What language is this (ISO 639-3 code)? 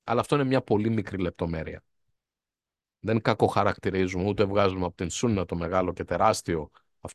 ell